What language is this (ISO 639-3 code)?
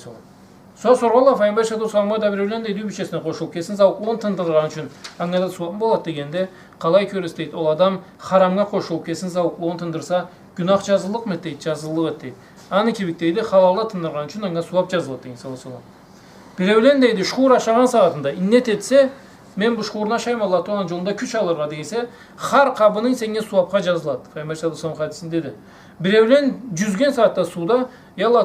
krc